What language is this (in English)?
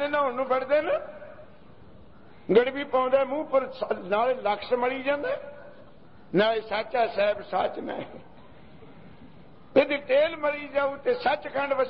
Punjabi